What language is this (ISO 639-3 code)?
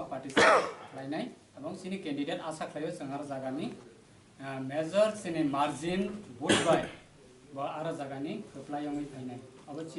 trp